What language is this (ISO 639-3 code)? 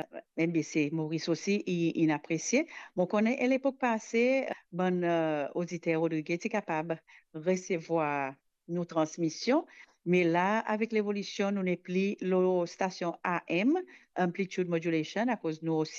mfe